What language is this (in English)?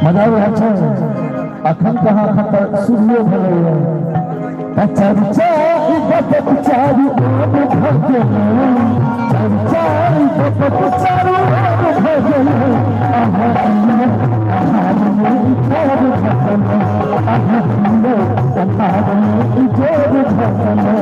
Maithili